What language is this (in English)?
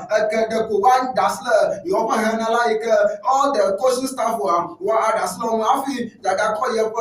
Ewe